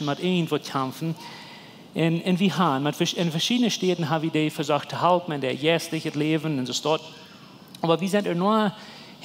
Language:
Plautdietsch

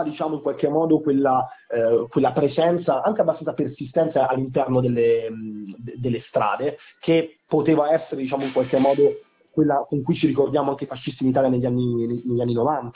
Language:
Italian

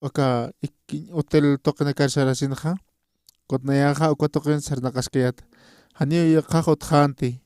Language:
Aymara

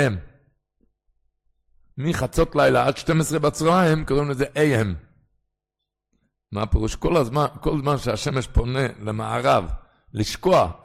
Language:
Hebrew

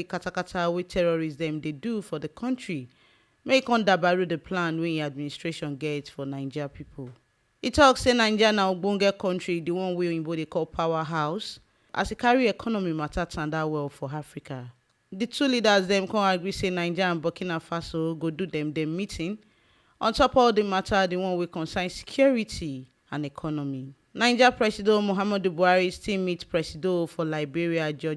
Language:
Nigerian Pidgin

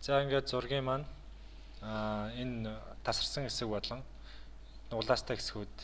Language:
Mongolian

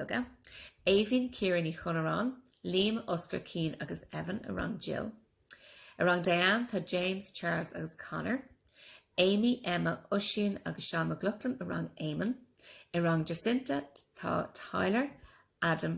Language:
Irish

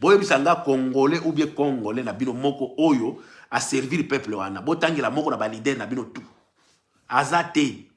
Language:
Lingala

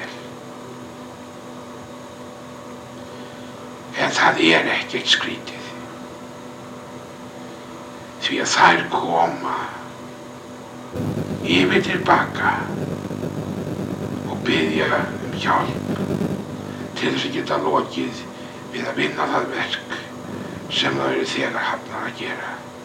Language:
Icelandic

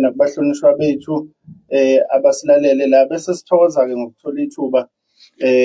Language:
Zulu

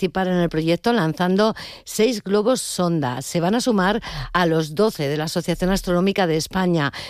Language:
Spanish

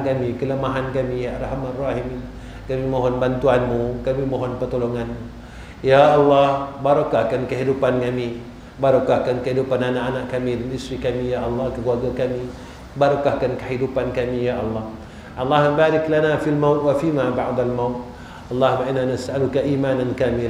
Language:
Malay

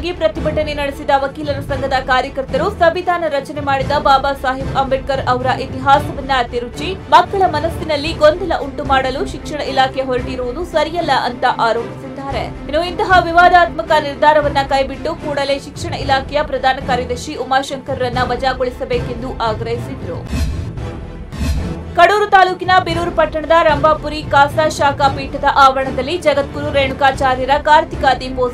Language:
Kannada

